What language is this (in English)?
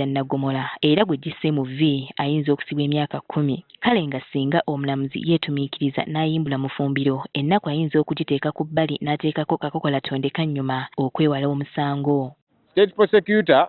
Ganda